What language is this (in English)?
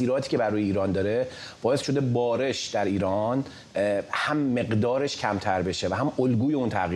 Persian